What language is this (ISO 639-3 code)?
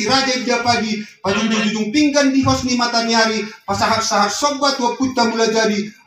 bbc